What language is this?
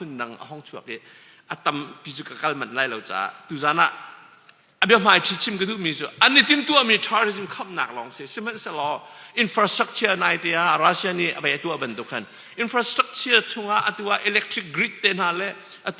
Hakha Chin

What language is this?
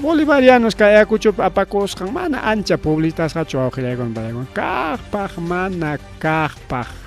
Ayacucho Quechua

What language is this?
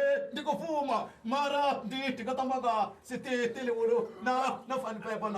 Venda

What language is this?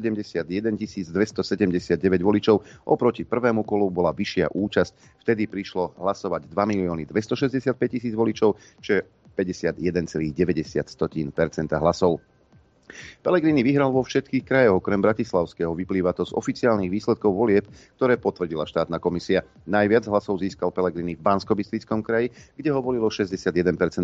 Slovak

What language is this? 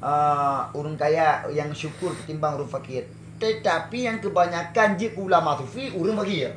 Achinese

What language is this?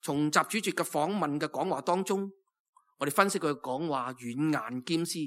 Cantonese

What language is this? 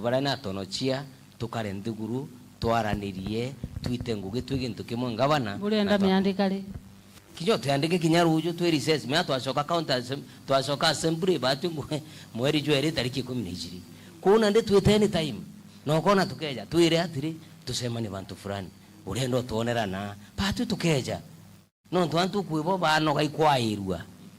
Meru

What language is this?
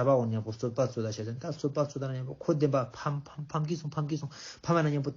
Ladakhi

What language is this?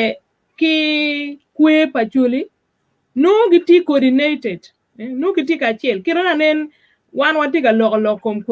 Acoli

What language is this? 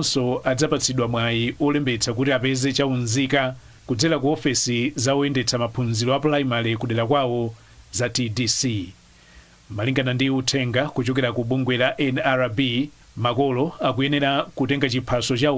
Nyanja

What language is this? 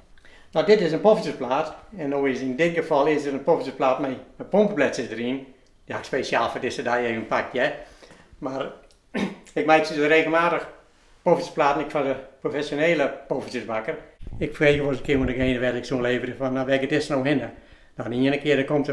Western Frisian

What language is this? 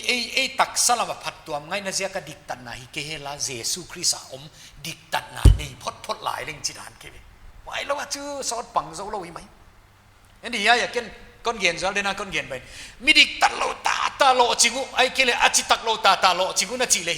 Paite Chin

